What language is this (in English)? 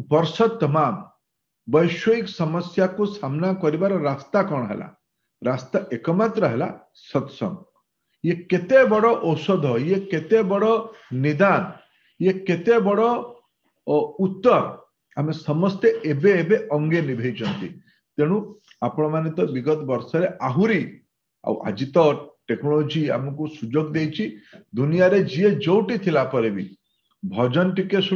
Odia